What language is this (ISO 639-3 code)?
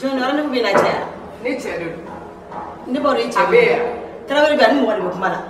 bam